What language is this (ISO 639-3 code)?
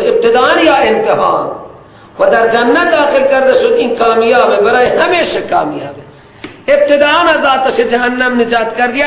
fas